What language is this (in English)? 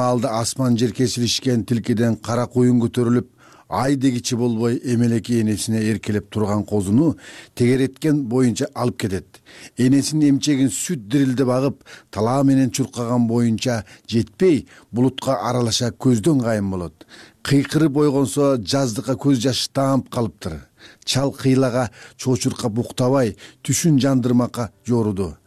Kyrgyz